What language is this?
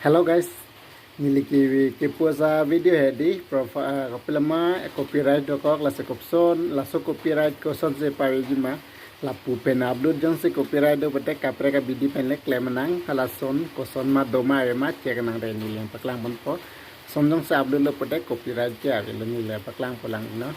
Karbi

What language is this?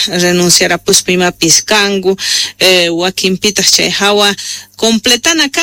South Bolivian Quechua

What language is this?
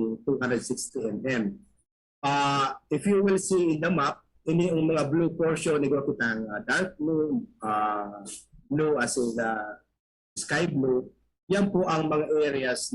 Bikol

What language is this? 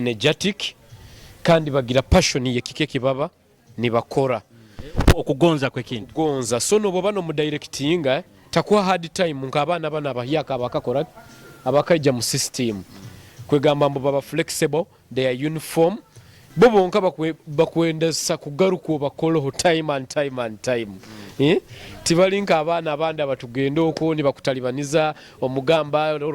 Nyoro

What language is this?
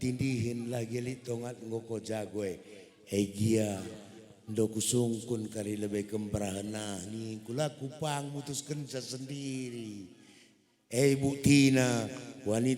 Batak Karo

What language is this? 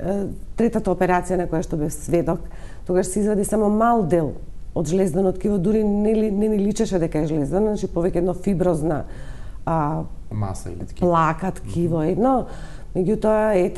Macedonian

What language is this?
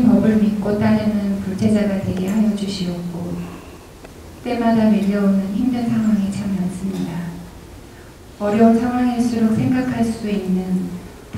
Korean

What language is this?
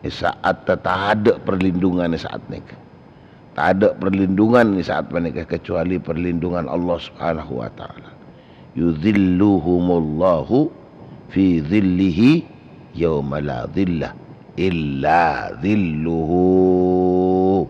Madurese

